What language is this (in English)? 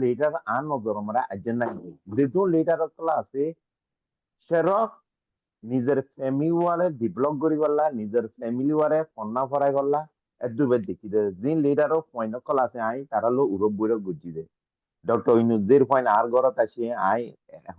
Rohingya